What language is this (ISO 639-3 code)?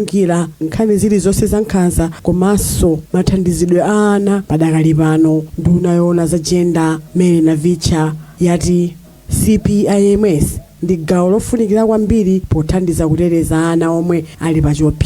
nya